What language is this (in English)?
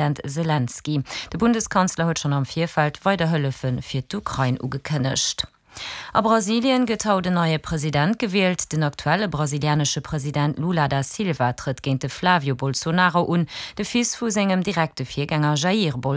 Luxembourgish